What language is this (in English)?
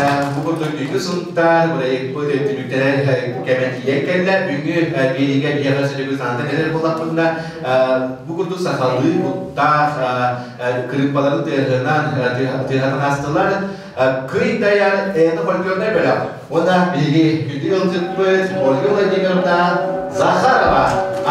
Yakut